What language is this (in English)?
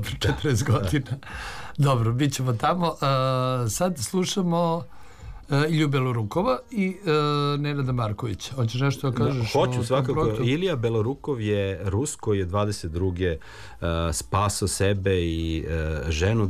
Serbian